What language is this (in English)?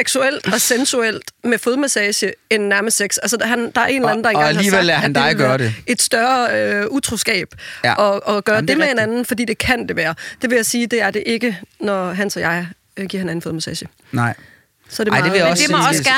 Danish